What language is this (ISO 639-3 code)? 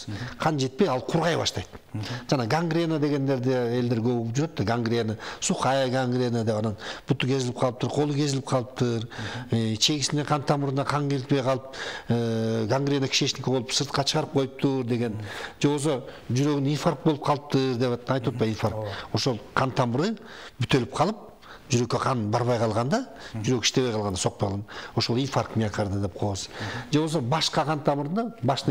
kir